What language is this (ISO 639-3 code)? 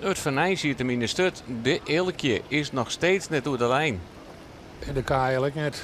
fry